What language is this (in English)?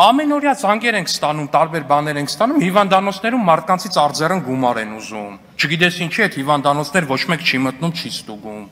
Armenian